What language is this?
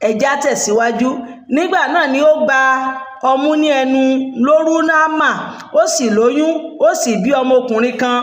Yoruba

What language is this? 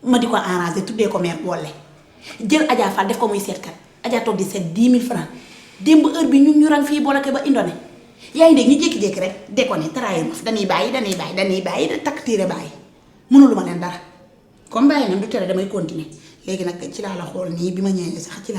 Wolof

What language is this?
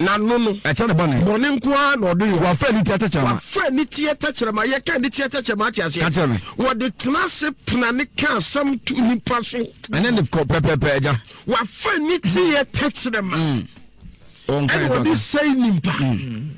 Akan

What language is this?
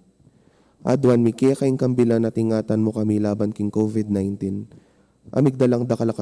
Pampanga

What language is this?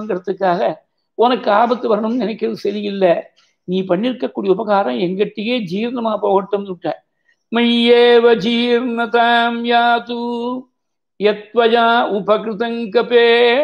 Tamil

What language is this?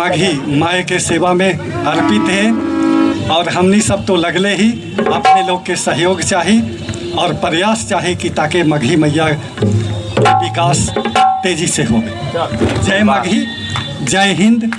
Magahi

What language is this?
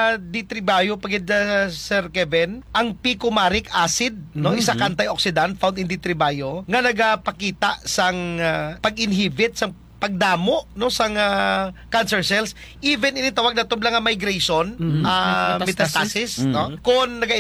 Hiligaynon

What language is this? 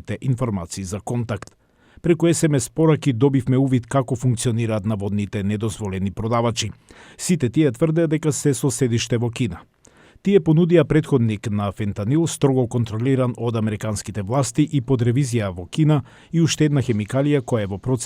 Macedonian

